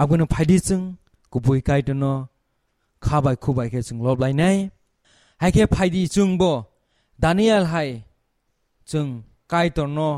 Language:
Kok Borok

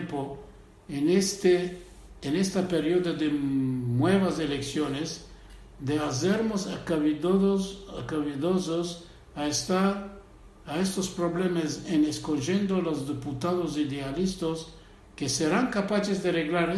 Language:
Ladino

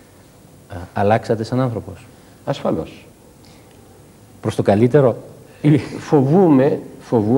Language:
Greek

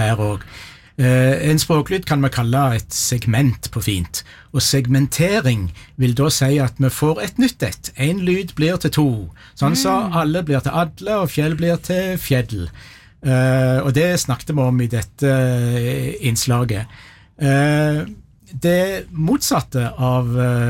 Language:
Norwegian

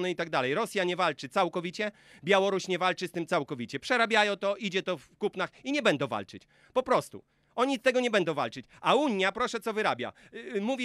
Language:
Polish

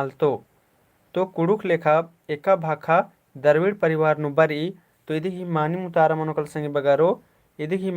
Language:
Kurukh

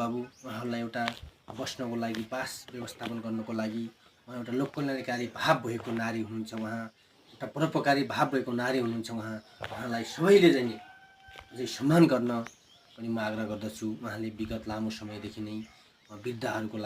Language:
Nepali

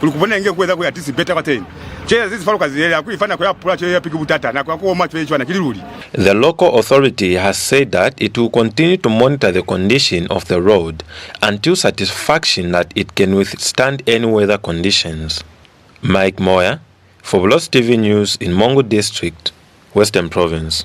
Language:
Lozi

